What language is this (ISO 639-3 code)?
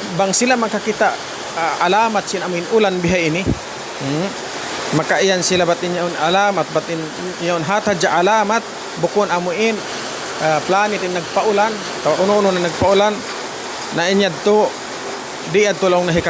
tsg